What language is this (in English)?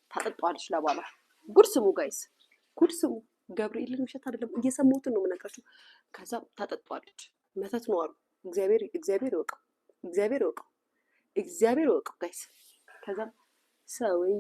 Amharic